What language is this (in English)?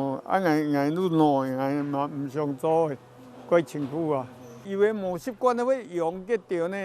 Hakka Chinese